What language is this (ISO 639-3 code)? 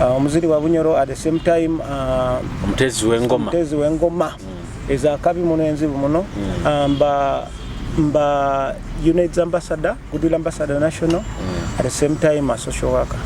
nyo